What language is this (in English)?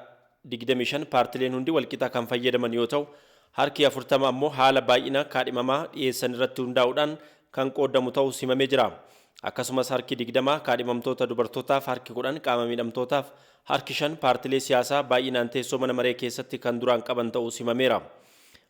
Oromo